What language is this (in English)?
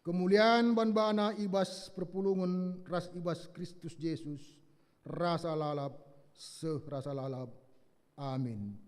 Batak Karo